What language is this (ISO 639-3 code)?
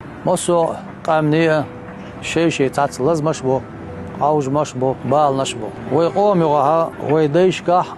che